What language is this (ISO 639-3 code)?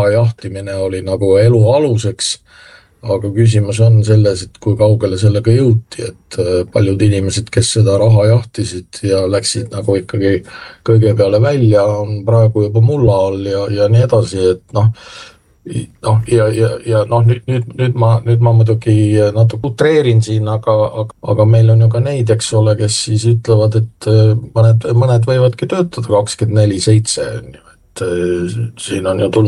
est